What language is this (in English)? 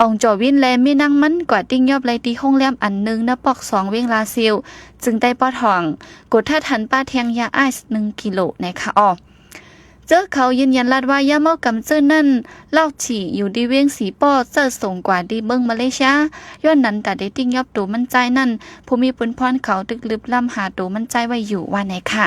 Shan